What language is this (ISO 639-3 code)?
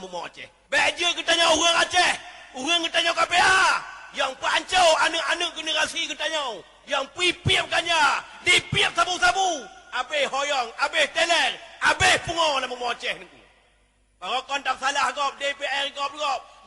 ace